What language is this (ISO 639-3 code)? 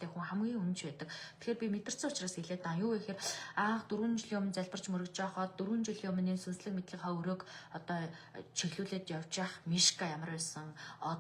mon